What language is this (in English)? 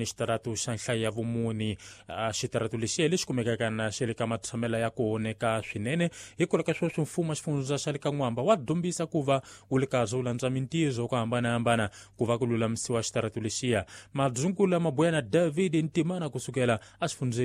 Tsonga